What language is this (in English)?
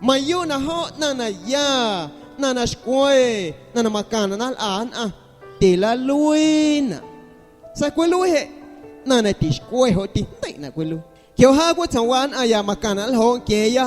Guerrero Amuzgo